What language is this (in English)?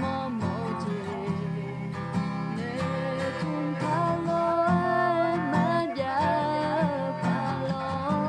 Akha